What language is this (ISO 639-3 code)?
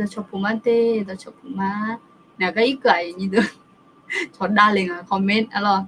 ahk